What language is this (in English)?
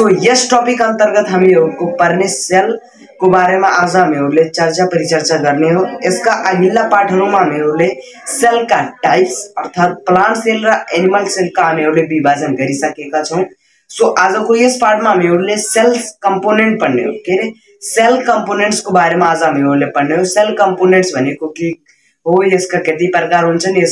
Nepali